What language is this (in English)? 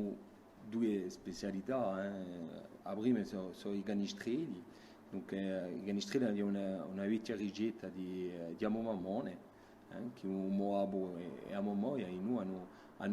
Corsican